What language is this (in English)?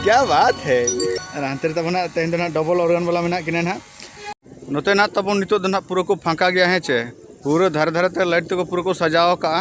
Santali